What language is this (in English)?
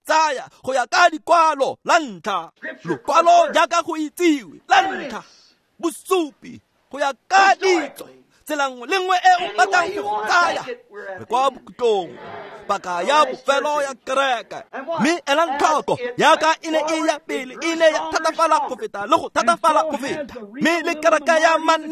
Tswana